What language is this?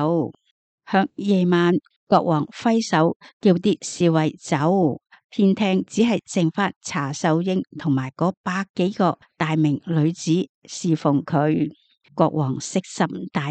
Cantonese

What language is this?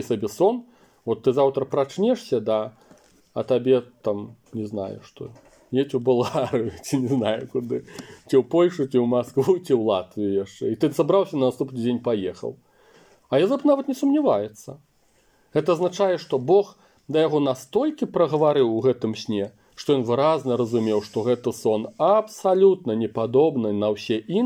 Belarusian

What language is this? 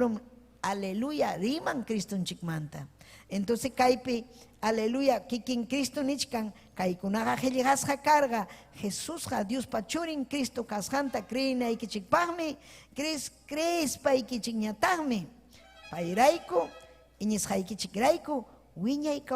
Ayacucho Quechua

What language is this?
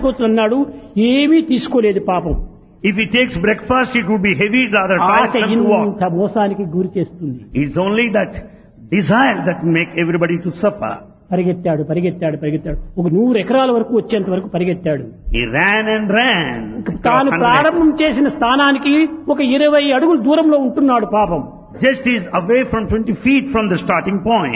Telugu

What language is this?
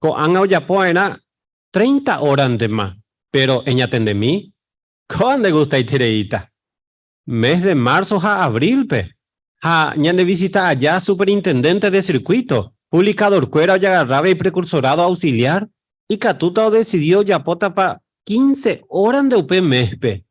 Guarani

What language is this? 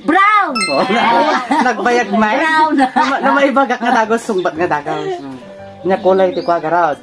Iloko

